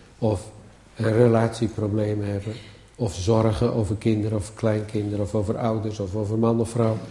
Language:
Dutch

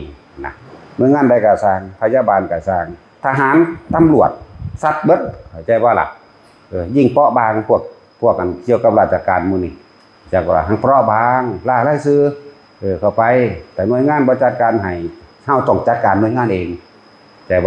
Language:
Northeastern Thai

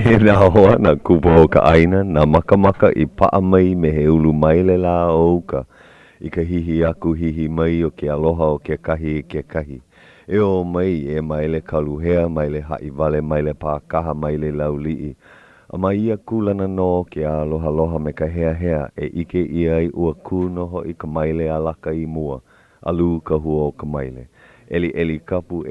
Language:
Hawaiian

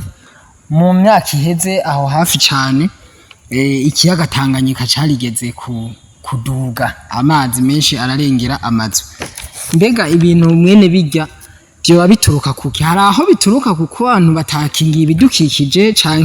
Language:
Rundi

